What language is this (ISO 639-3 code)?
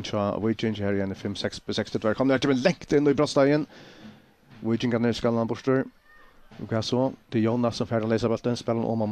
fao